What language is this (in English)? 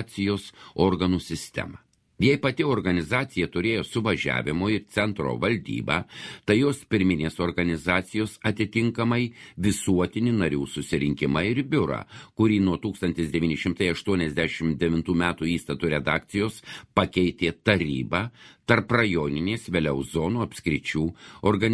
Lithuanian